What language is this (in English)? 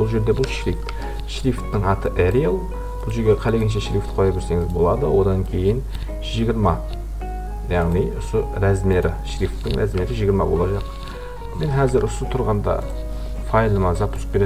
Kara-Kalpak